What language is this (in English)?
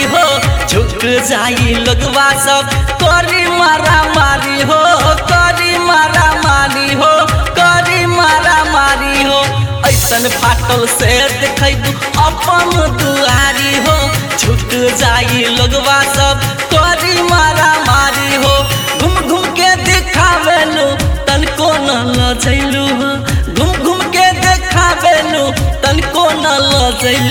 Bhojpuri